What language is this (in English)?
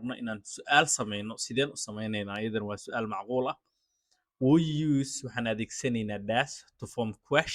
Somali